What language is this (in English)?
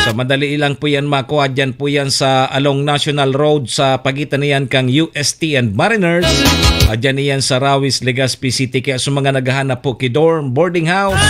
Bikol